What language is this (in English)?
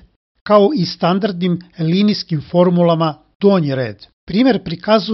Serbian